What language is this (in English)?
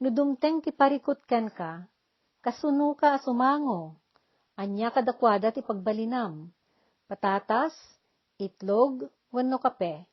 Iloko